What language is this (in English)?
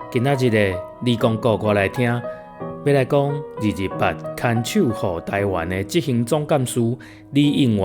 Min Nan Chinese